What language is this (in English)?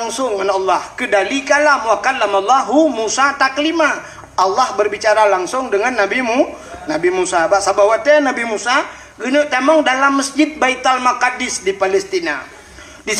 Achinese